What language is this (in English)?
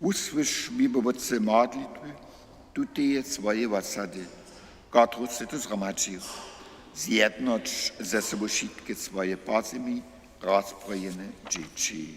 Upper Sorbian